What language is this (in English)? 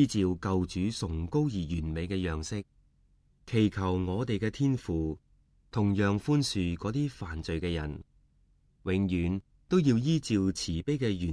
Cantonese